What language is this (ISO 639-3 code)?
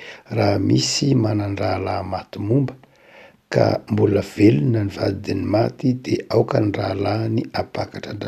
mlg